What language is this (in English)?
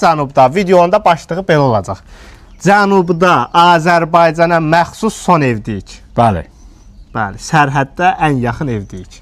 Azerbaijani